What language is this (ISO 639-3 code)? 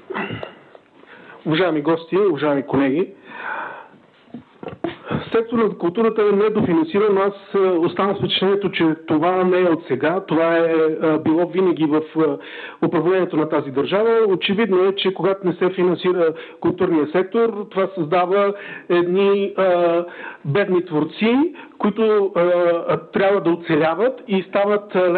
bul